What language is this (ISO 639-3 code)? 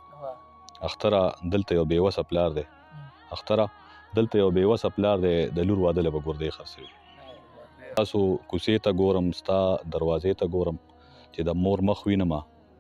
pus